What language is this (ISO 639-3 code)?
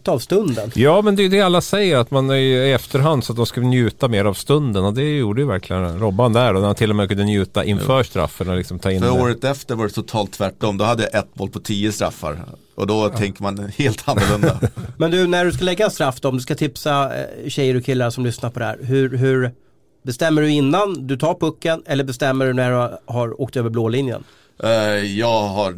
swe